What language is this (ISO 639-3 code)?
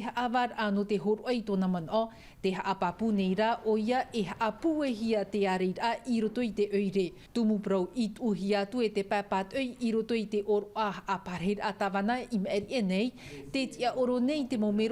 tah